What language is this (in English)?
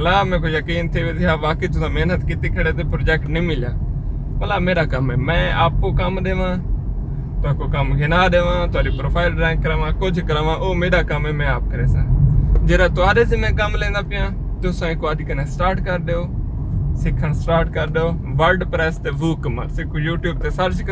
Saraiki